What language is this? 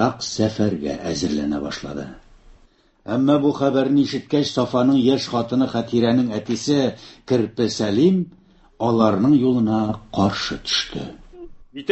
Tatar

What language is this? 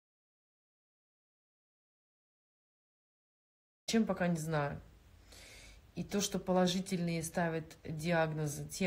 Russian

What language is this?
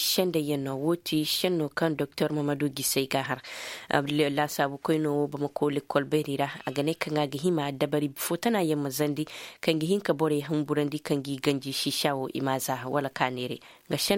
Koyraboro Senni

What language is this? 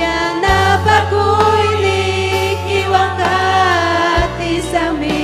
Ayacucho Quechua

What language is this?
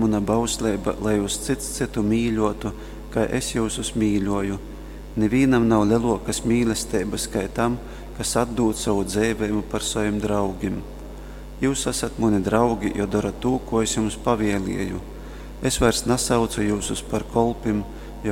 Latgalian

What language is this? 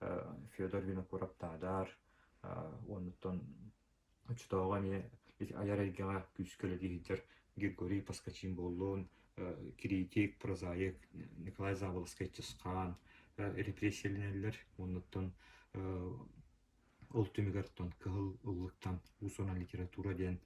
Yakut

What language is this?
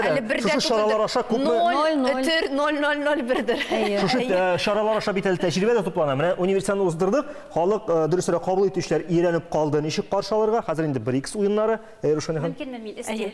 Tatar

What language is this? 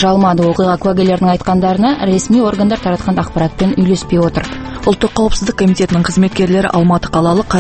Kazakh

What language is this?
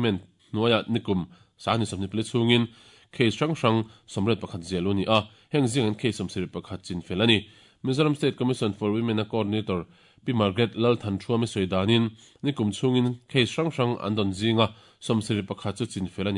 Mizo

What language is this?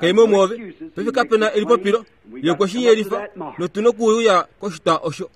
Kuanyama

